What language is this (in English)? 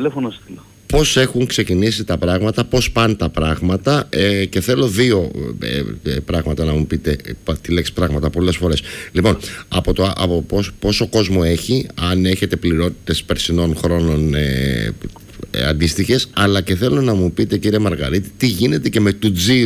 Greek